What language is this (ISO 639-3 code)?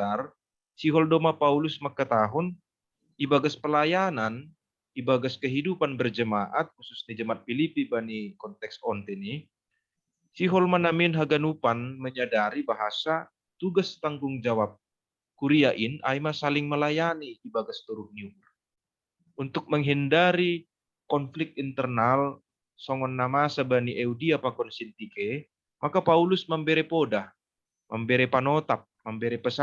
bts